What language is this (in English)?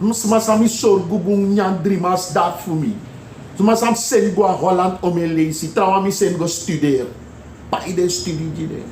Sranan Tongo